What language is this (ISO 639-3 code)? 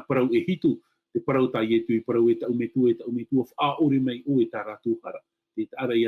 tah